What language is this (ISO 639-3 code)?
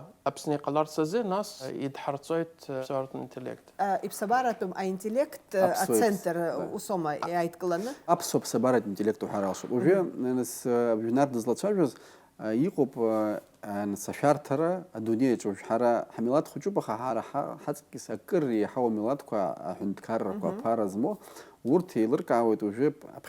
abk